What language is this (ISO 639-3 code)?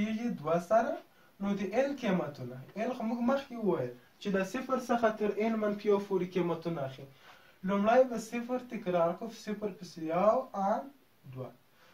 pus